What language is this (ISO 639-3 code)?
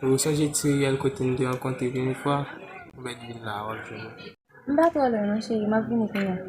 hat